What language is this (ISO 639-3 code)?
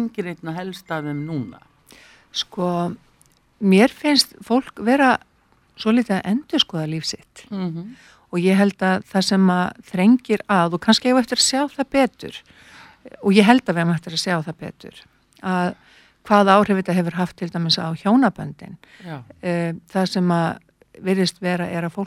isl